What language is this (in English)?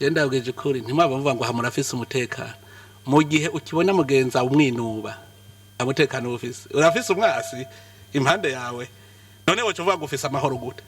Rundi